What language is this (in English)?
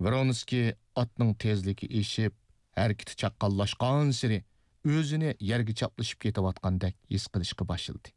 Uyghur